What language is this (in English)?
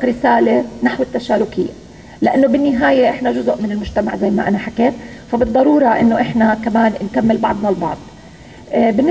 North Levantine Arabic